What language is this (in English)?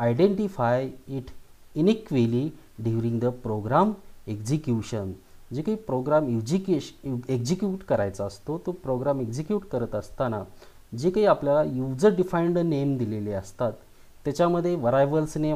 Marathi